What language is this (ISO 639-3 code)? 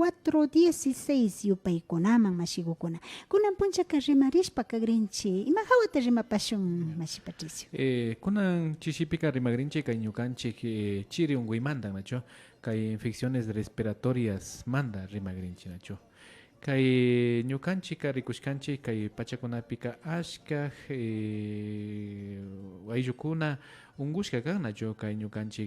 qvi